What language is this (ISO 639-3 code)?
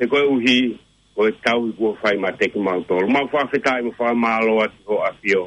ton